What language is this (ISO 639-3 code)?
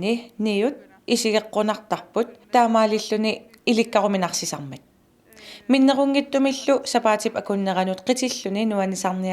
kal